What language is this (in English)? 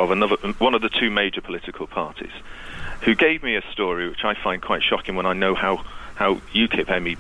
English